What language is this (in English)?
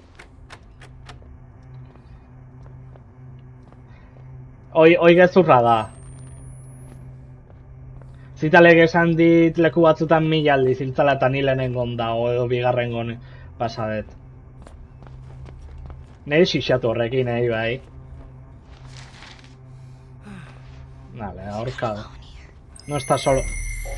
Basque